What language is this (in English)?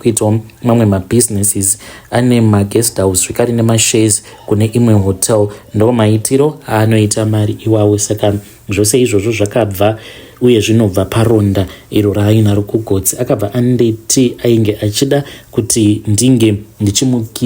Shona